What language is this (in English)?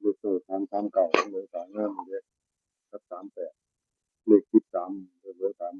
Northeastern Thai